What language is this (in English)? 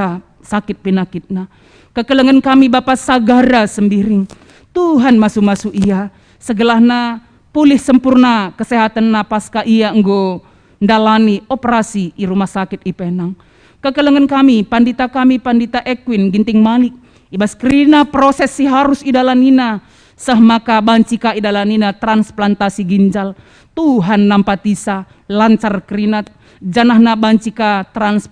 Batak Karo